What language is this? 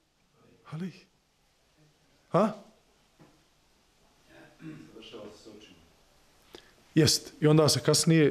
Bosnian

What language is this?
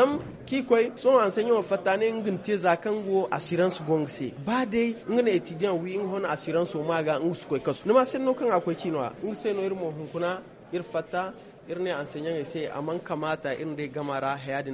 Zarma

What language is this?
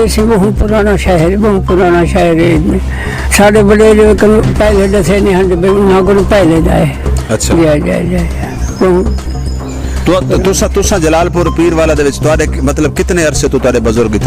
Saraiki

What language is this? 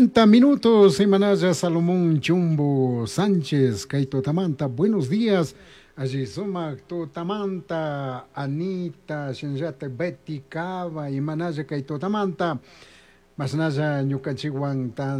Chimborazo Highland Quichua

